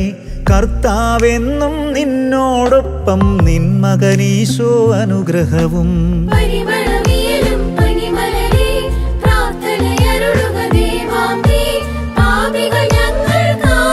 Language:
Malayalam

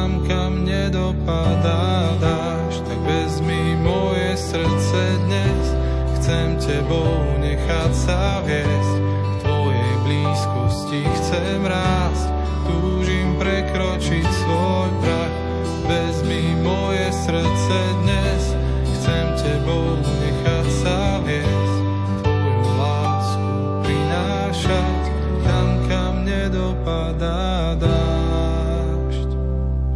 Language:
Slovak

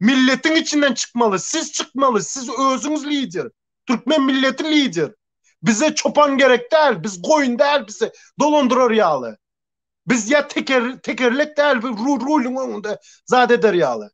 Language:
Turkmen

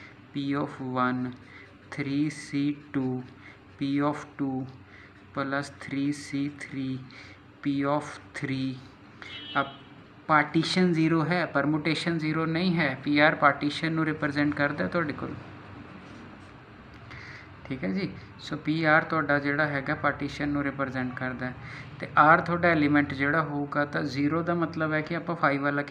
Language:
Punjabi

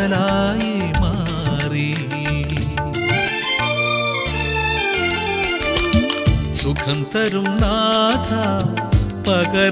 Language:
Malayalam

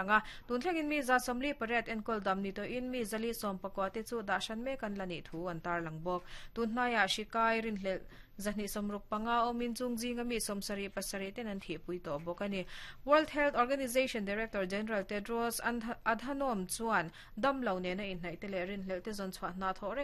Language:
Mizo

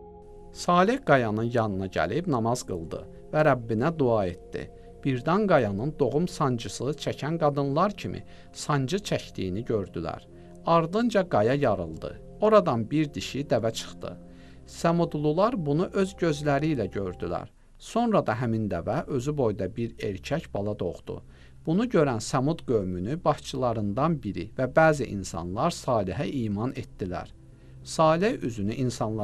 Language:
Azerbaijani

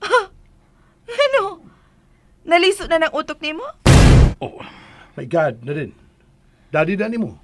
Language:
Cebuano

